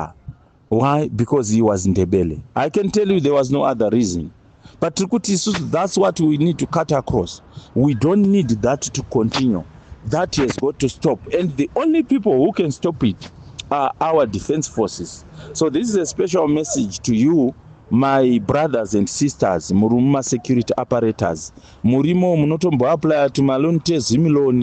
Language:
Shona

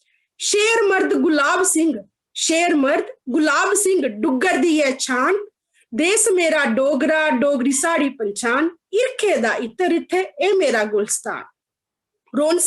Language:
Dogri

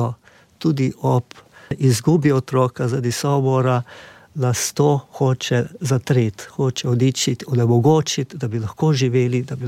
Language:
Slovenian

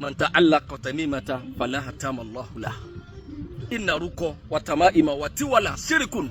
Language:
Yoruba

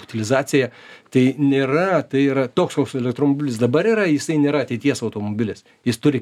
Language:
Lithuanian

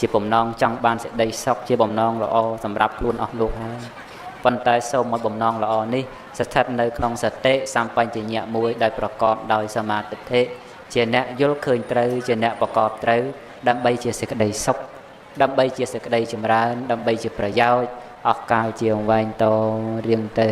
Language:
Khmer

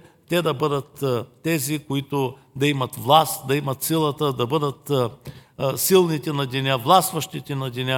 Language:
Bulgarian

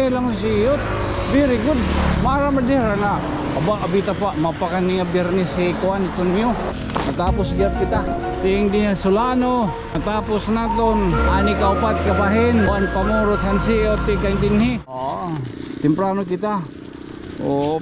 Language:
Waray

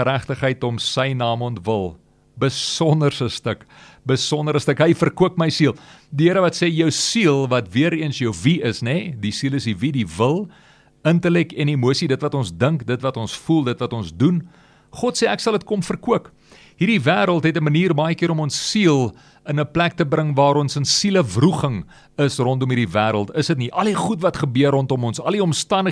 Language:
Afrikaans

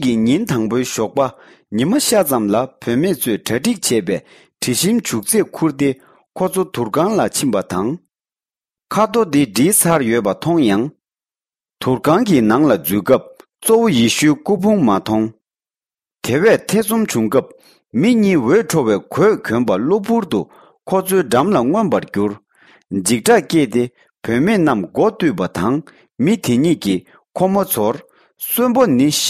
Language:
Tibetan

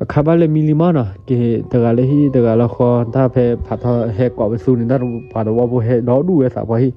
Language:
S'gaw Karen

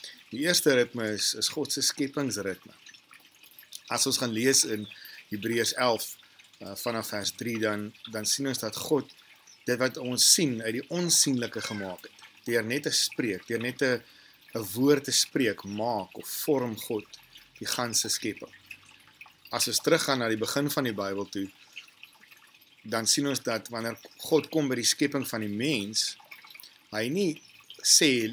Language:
Afrikaans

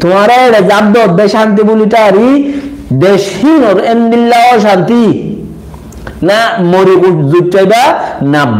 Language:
Rohingya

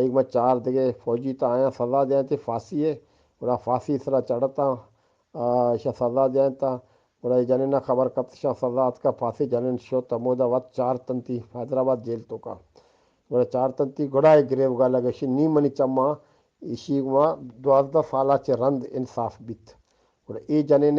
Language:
Eastern Balochi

